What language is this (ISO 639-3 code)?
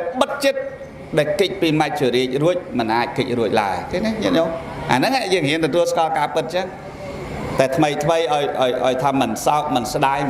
khm